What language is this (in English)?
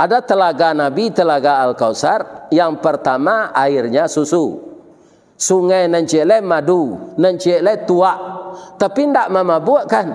Minangkabau